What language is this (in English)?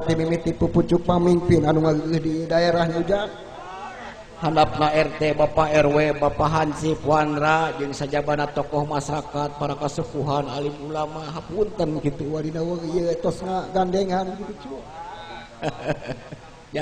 Sundanese